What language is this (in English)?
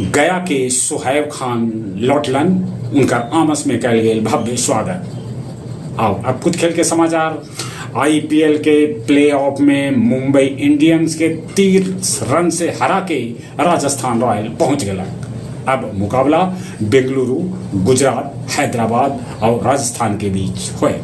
Magahi